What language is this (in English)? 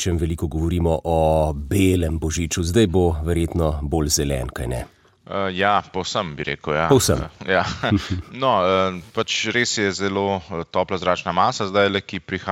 Slovenian